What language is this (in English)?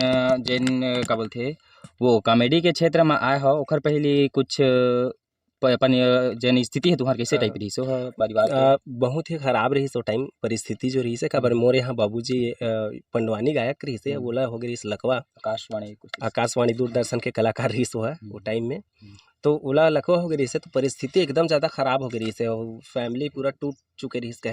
Chhattisgarhi